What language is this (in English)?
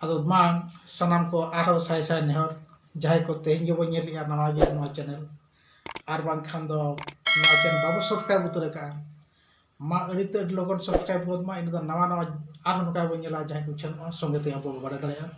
Santali